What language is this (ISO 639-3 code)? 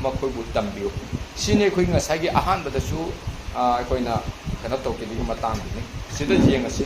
mni